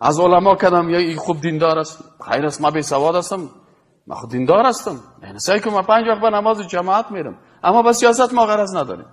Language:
Persian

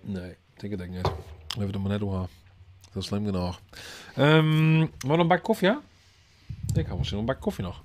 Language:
Western Frisian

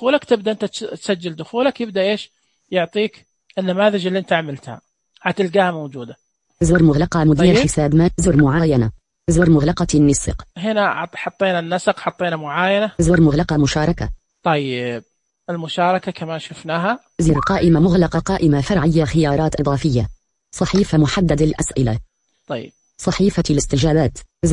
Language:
Najdi Arabic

